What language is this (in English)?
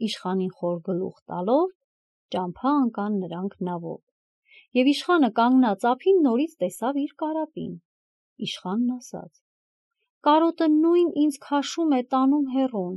Armenian